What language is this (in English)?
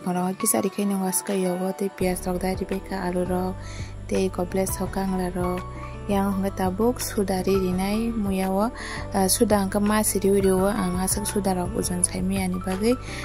Kok Borok